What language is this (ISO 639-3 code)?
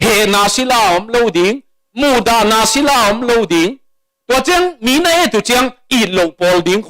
ctd